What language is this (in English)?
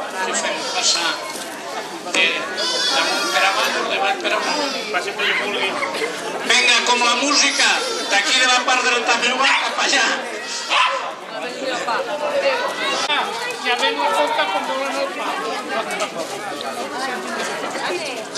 Catalan